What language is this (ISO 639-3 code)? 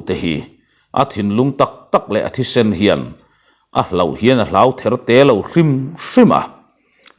lus